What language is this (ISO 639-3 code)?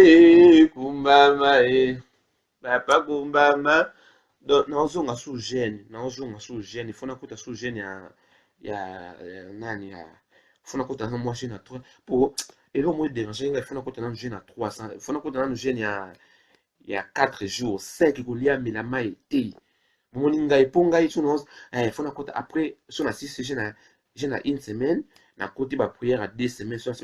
lin